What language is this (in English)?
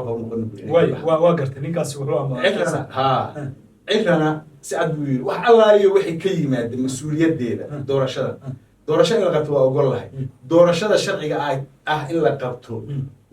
Somali